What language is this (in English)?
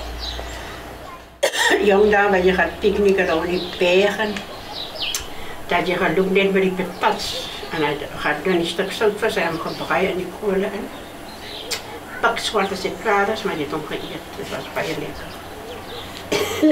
Afrikaans